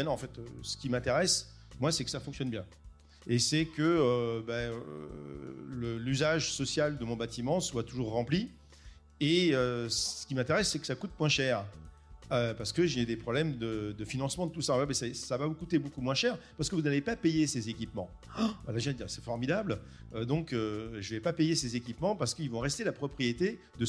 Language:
French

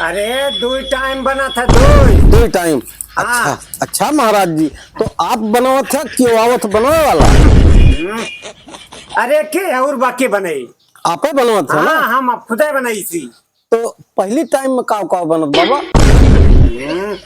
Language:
Awadhi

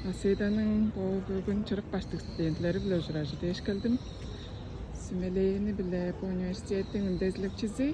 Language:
Tuvinian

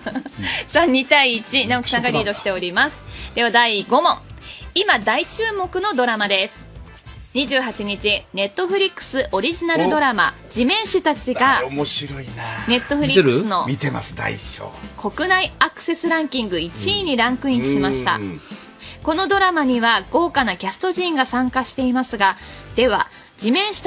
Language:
Japanese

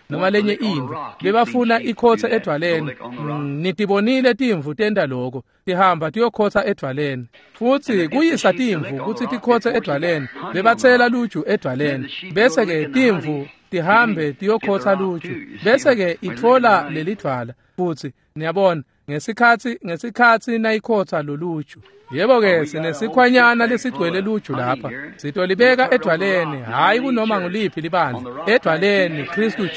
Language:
Swati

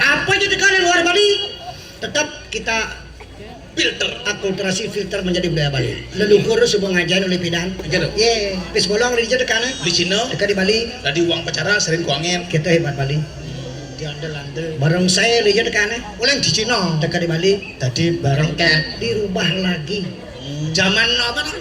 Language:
Balinese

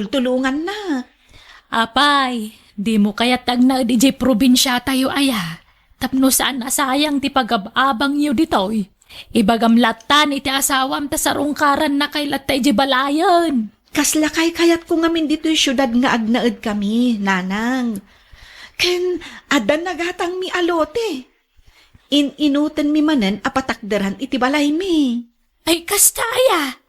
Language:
Iloko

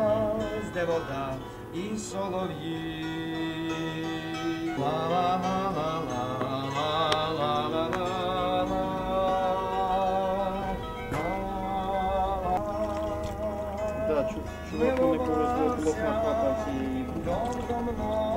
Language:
Ukrainian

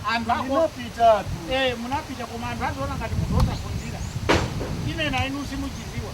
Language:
Nyanja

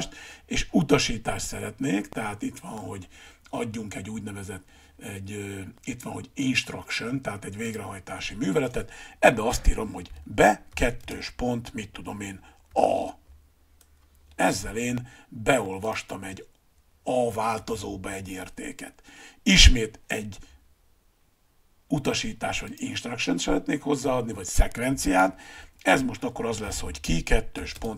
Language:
Hungarian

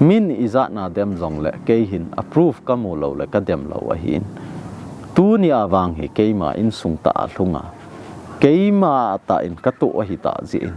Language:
Thado Chin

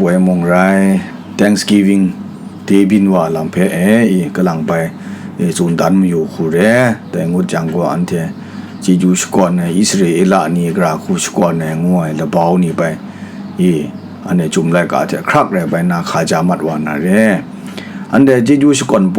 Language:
Kachin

